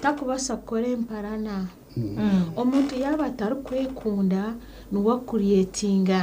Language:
Nyankole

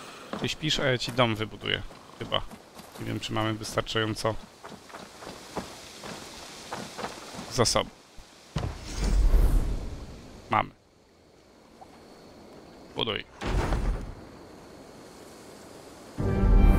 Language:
Polish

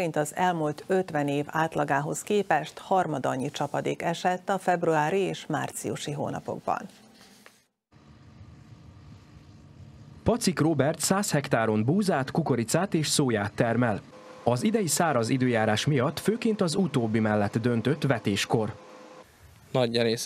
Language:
Hungarian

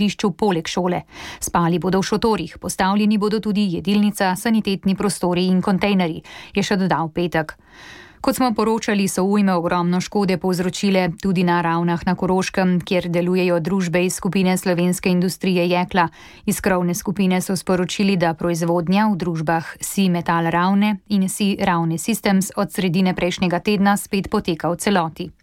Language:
Slovenian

